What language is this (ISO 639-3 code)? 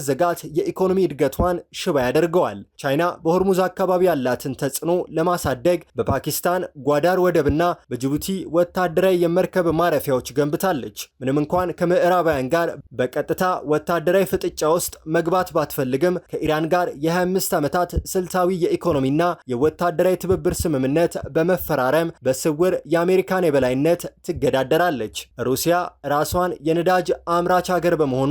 amh